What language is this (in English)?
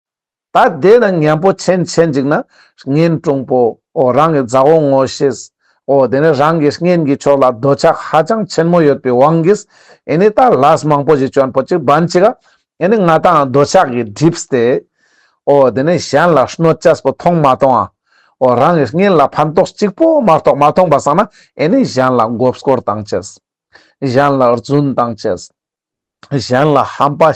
Ladakhi